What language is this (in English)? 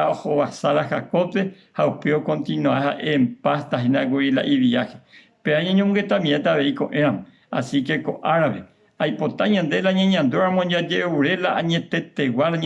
Guarani